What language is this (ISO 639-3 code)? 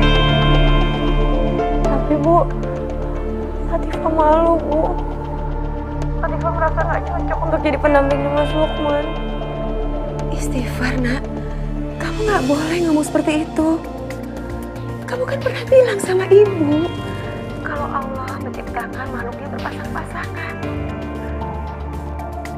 ind